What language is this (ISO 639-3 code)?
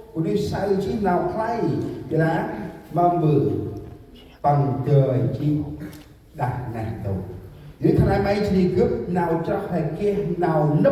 cmo